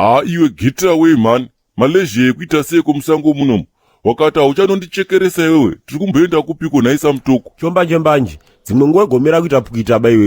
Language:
Shona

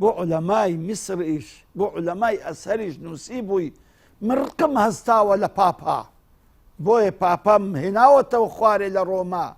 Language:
Central Kurdish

